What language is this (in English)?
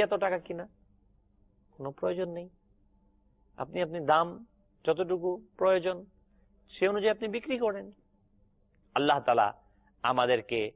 Bangla